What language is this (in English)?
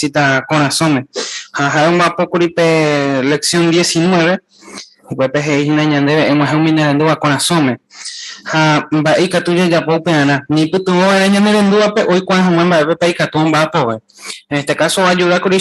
Guarani